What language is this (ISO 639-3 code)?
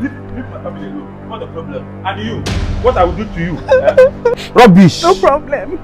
pcm